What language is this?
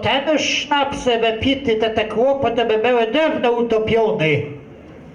Kashubian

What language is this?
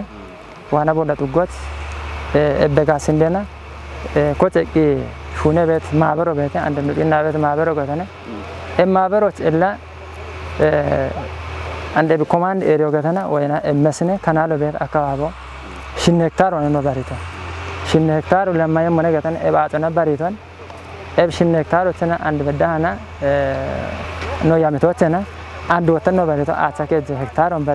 Kafa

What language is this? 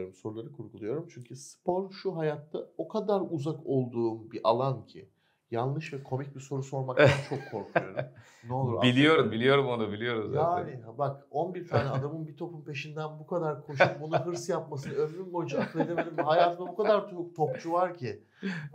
Turkish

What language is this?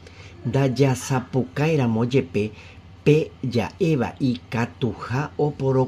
Guarani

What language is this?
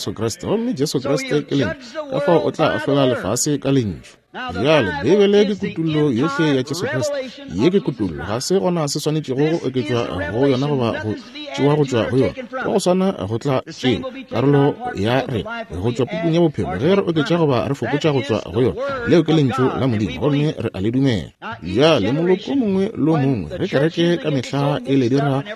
Northern Sotho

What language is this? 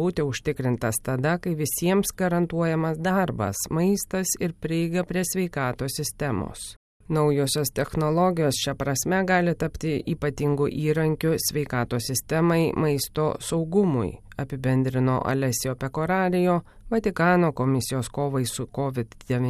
Lithuanian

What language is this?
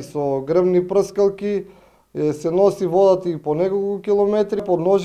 Macedonian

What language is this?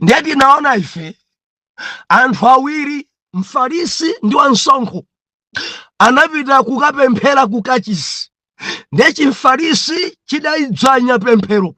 Nyanja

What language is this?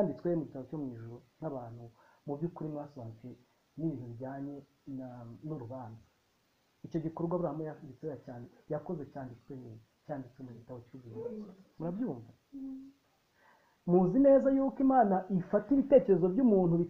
Kinyarwanda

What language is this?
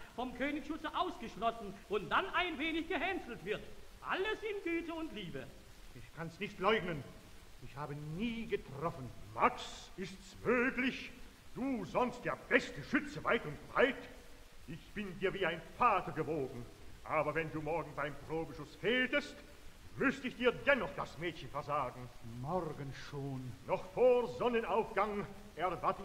German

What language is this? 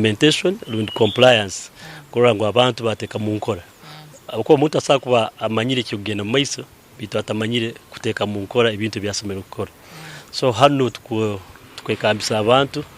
Nyankole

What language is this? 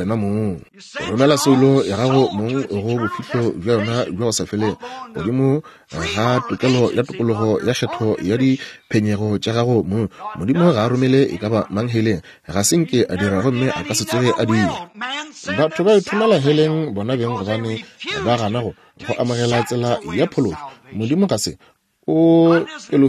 Northern Sotho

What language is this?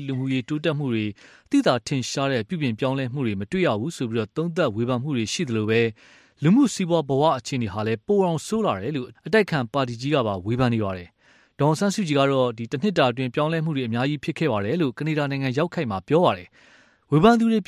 Burmese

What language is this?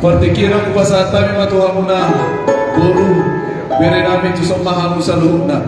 Batak Toba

